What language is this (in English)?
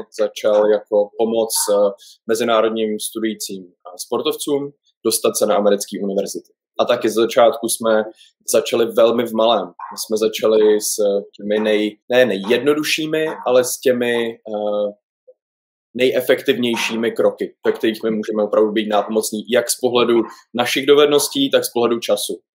Czech